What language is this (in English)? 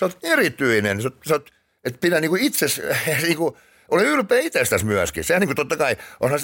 Finnish